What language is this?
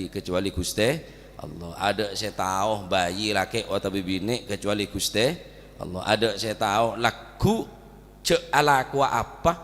Madurese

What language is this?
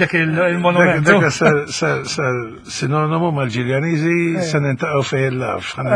Maltese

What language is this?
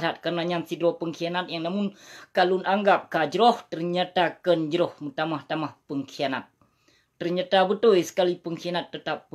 Achinese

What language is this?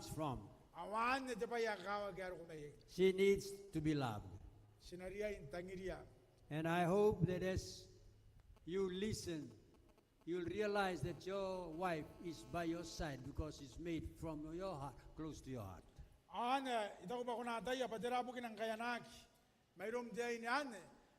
Gilbertese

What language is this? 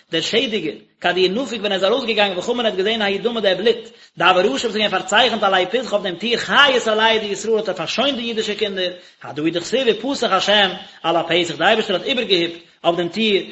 Yiddish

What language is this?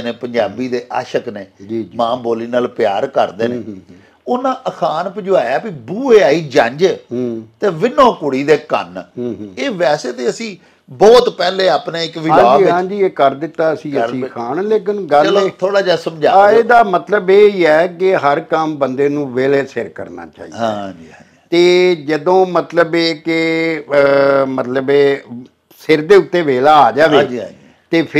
Punjabi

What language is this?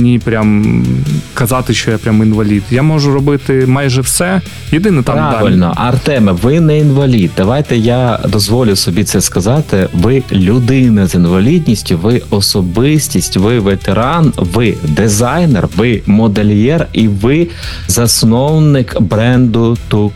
Ukrainian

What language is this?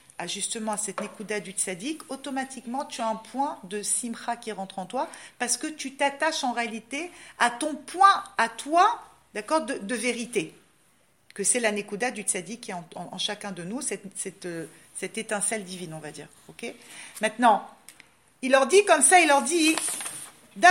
French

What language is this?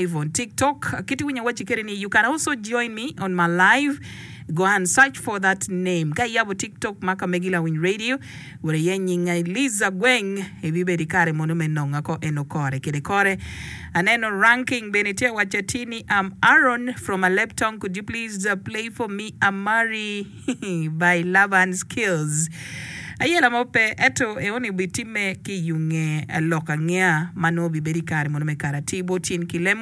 Acoli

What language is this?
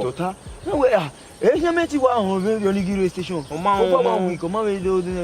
Bini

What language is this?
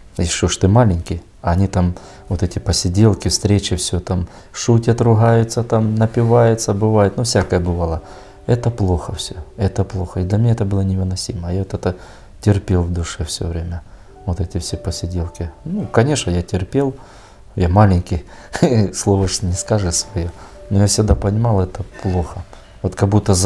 Russian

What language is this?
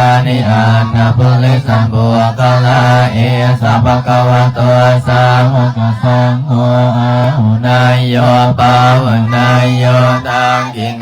Lao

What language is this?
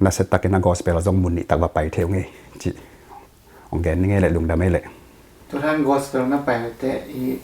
Tedim Chin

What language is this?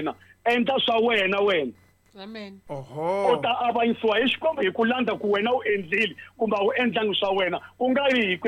Tsonga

